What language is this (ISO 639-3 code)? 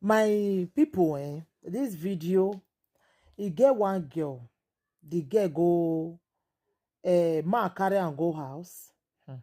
pcm